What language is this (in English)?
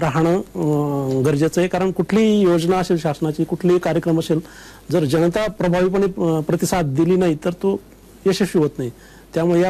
Marathi